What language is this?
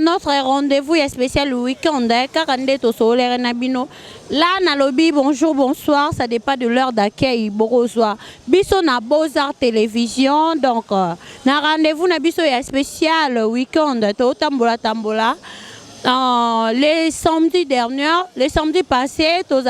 Lingala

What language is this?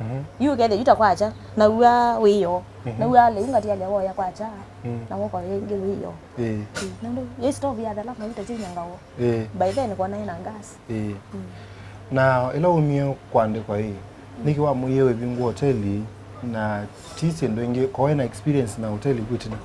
Kamba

